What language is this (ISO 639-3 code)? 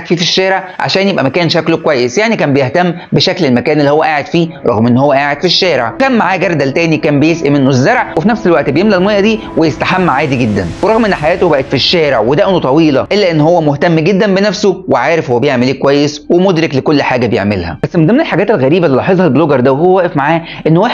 arz